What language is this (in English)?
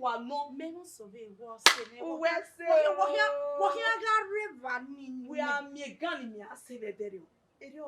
Bini